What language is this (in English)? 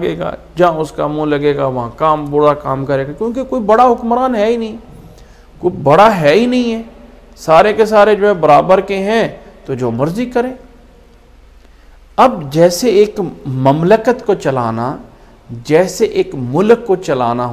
Urdu